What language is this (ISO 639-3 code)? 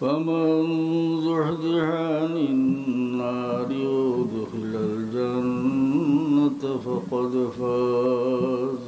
syl